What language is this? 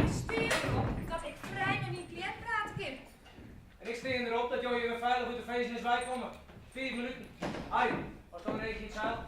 Western Frisian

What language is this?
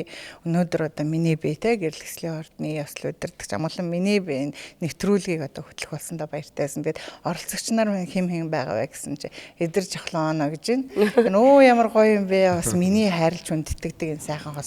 Mongolian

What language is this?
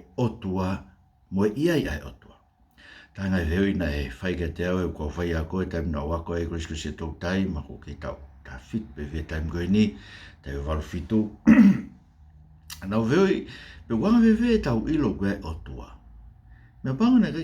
Tongan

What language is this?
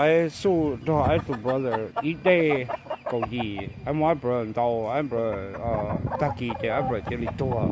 Hmong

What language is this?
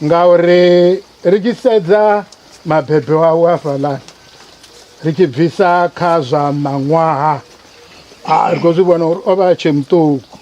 Venda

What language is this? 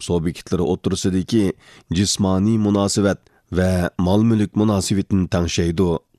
Uyghur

